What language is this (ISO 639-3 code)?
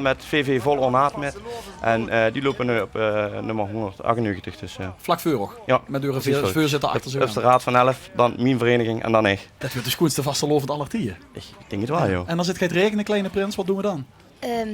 lim